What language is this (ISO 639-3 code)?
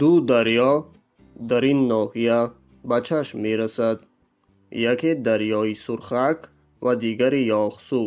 tgk